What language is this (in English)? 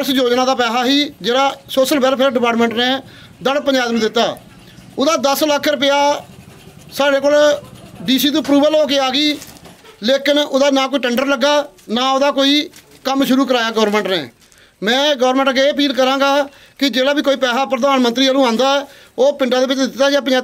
Punjabi